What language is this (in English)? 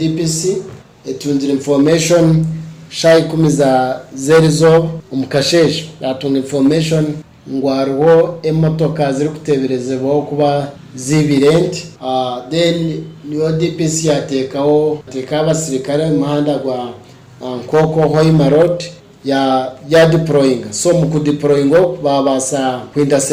Nyoro